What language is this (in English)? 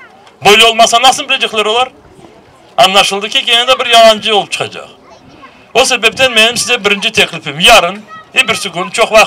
Crimean Tatar